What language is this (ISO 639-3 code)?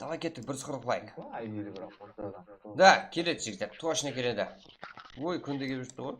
kaa